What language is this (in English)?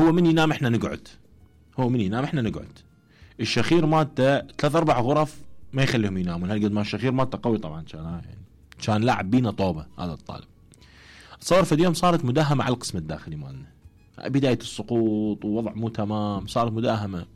Mesopotamian Arabic